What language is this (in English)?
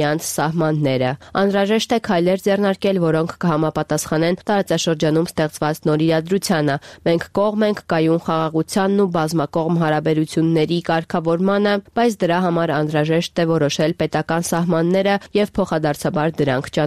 Armenian